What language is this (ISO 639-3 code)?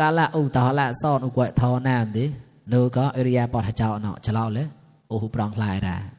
mnw